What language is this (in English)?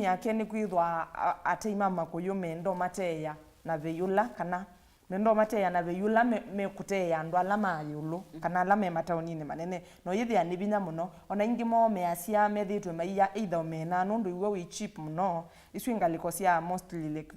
Kamba